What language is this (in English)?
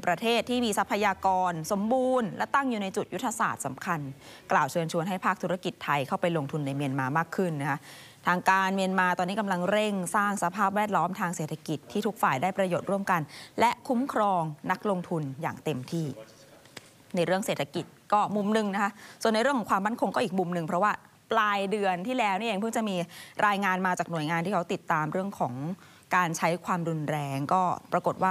Thai